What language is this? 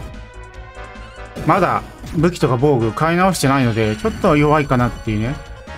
Japanese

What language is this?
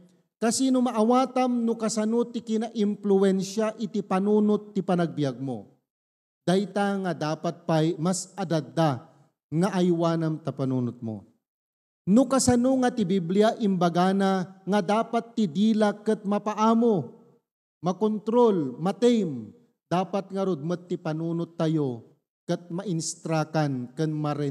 Iloko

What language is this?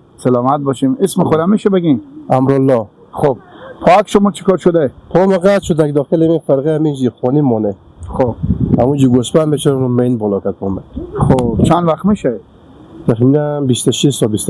Persian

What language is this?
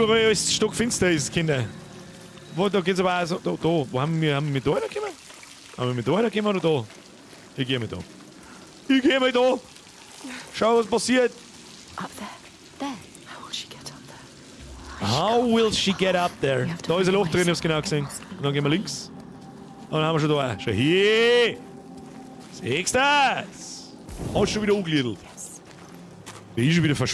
Bavarian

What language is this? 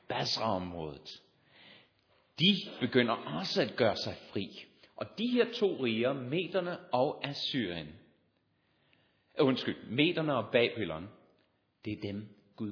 Danish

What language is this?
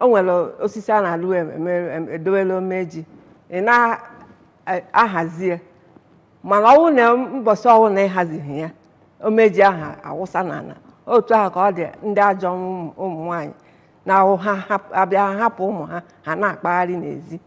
Igbo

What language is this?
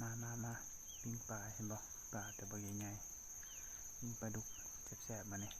Lao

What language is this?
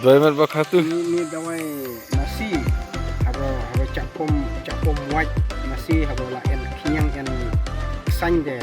Khasi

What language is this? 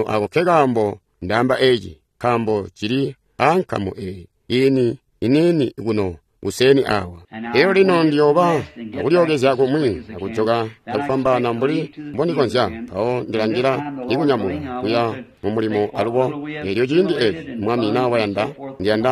Tonga (Zambia)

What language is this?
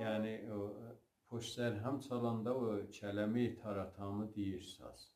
South Azerbaijani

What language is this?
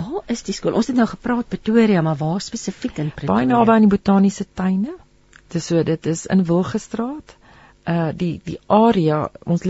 Afrikaans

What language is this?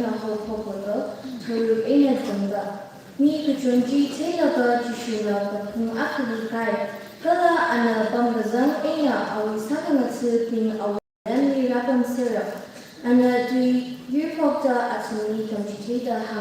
Tangkhul Naga (India)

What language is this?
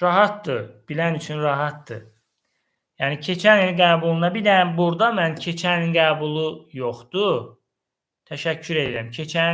Azerbaijani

